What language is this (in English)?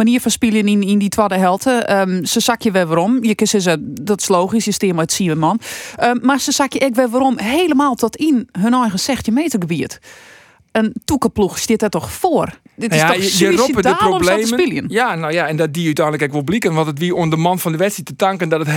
Western Frisian